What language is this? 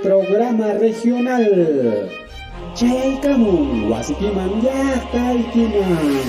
Ayacucho Quechua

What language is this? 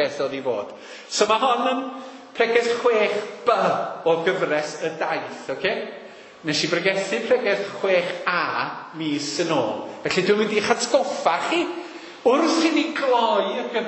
Welsh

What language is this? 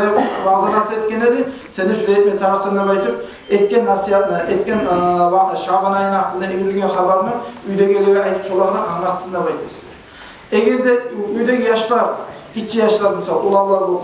Kumyk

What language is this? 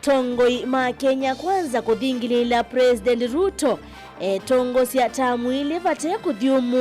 Kamba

